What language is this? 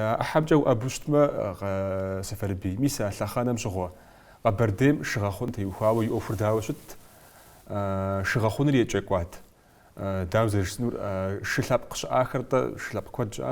Kabardian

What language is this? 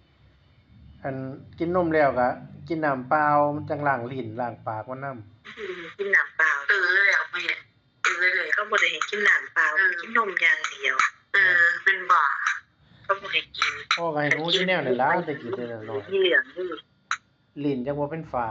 Northeastern Thai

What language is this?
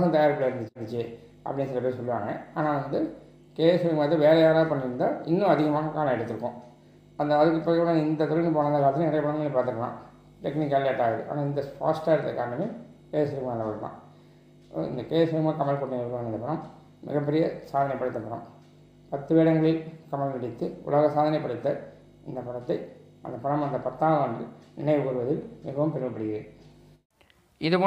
Tamil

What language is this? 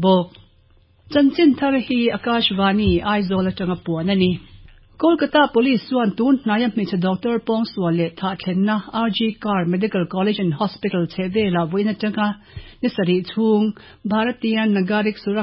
Mizo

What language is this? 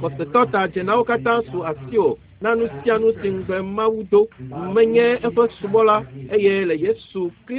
Ewe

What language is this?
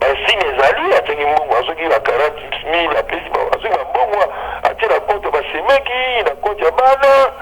Lingala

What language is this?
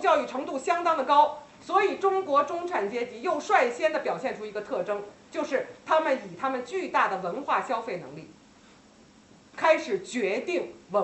Chinese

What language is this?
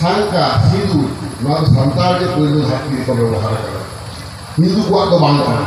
Santali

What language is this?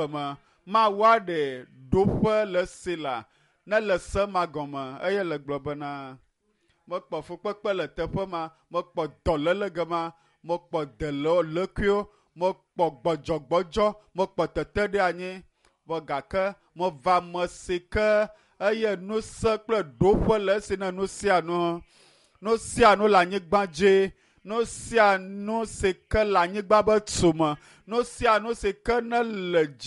Ewe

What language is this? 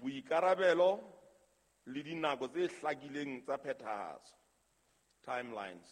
Southern Sotho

